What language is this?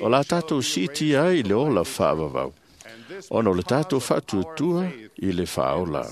Samoan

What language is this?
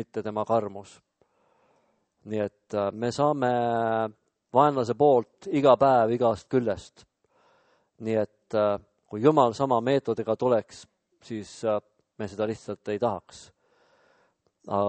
Estonian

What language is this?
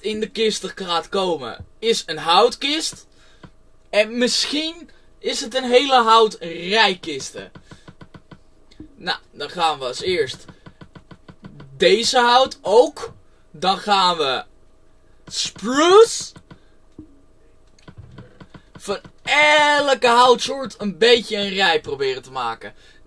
Dutch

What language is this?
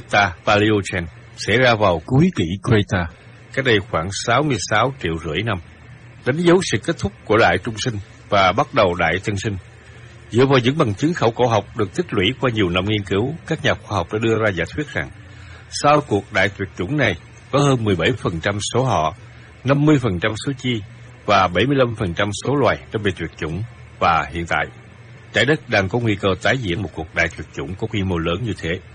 Vietnamese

